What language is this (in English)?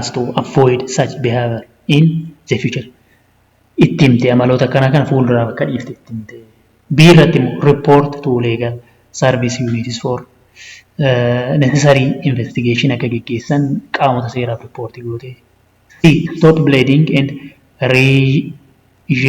Oromo